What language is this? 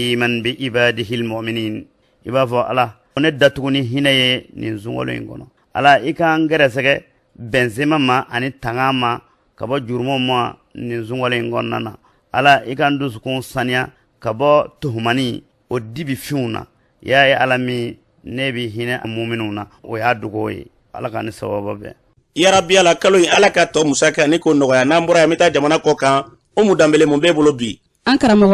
Bambara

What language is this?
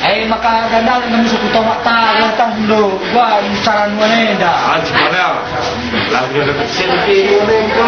Batak Karo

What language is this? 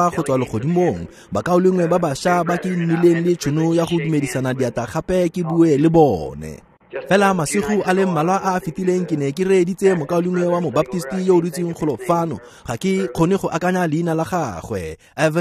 Tswana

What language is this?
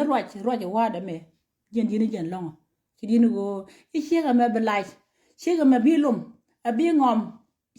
Nuer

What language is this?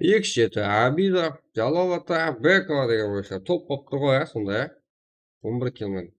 Kara-Kalpak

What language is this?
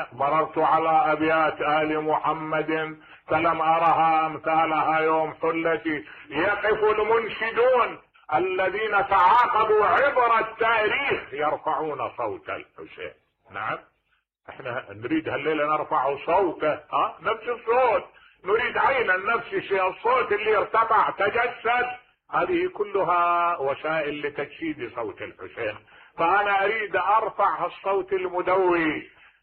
Mesopotamian Arabic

